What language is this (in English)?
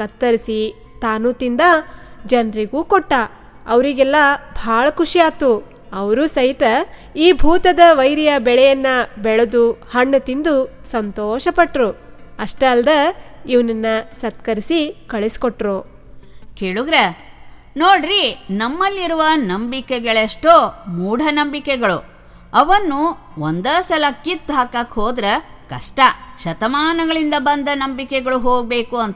Kannada